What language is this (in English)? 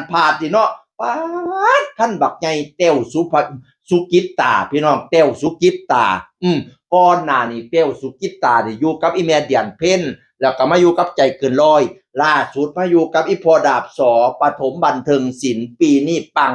Northeastern Thai